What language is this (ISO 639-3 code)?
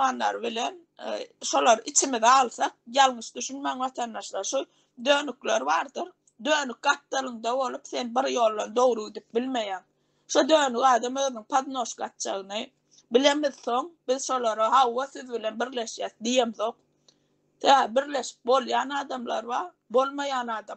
tuk